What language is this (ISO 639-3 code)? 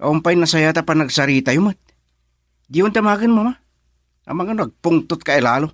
ilo